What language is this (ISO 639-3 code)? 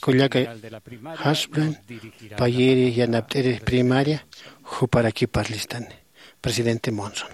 aym